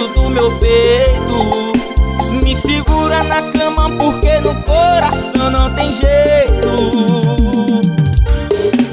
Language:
Portuguese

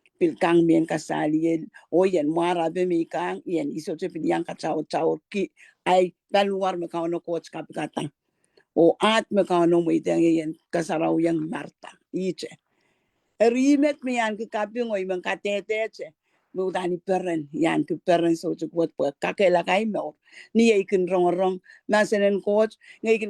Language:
Pohnpeian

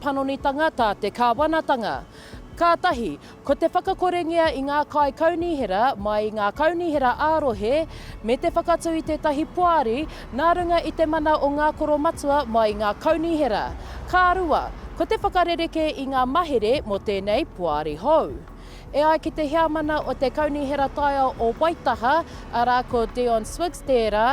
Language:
Māori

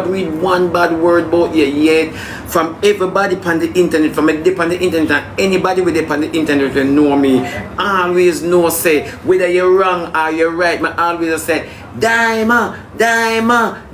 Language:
Jamaican Creole English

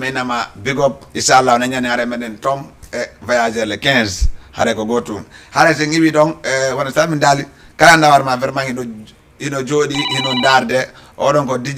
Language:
Fula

